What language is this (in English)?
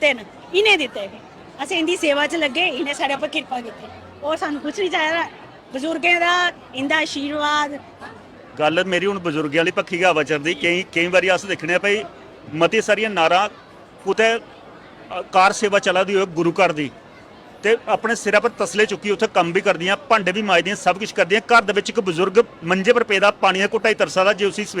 Dogri